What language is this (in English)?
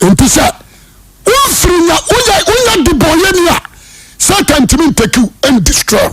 Akan